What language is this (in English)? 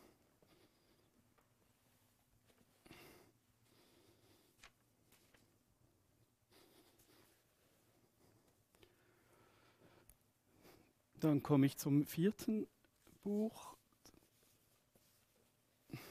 German